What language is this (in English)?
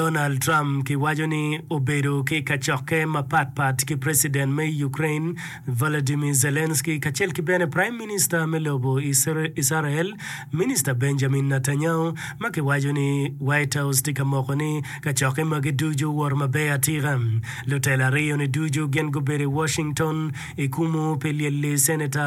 Acoli